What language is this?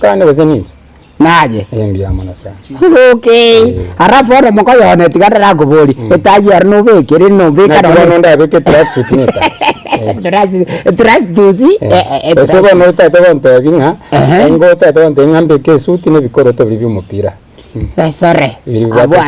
Gusii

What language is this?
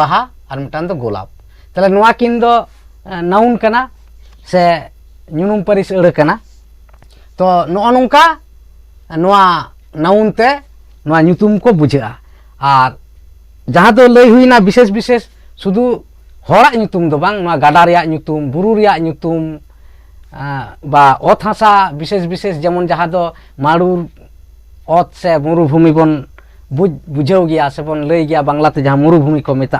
Santali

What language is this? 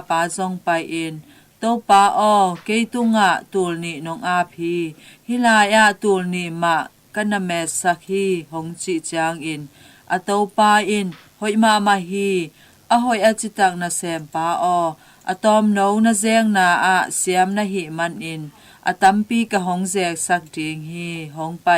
Tedim Chin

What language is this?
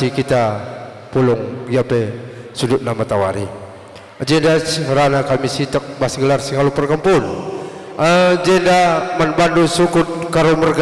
Batak Karo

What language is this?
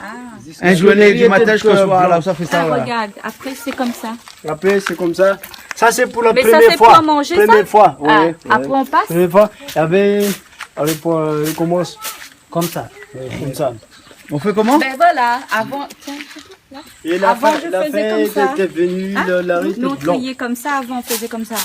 Réunion Creole French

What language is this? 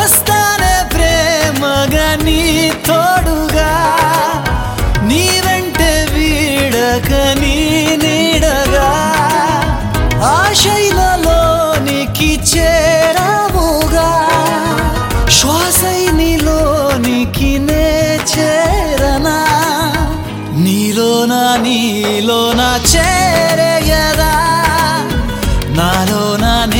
Telugu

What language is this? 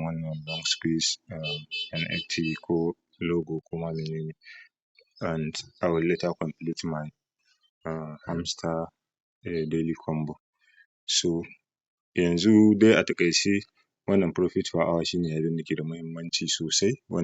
Hausa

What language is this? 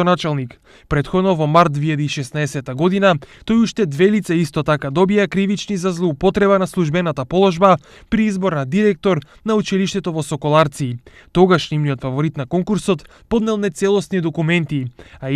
Macedonian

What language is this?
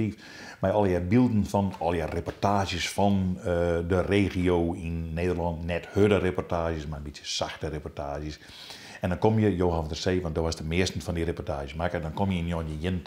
Western Frisian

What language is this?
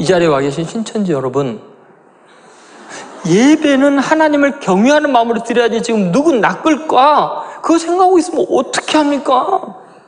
Korean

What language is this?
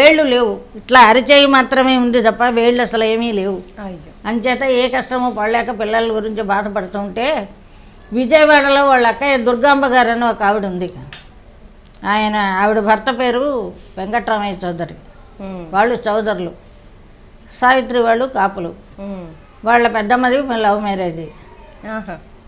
Telugu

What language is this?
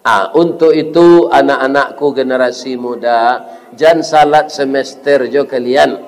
Minangkabau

